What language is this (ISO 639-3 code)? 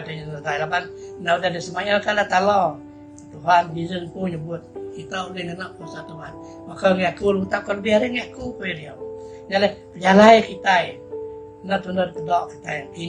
iba